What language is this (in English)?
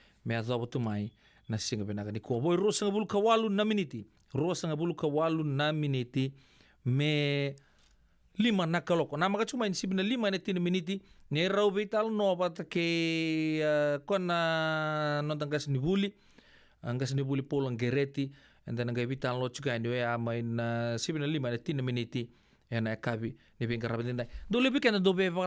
Fijian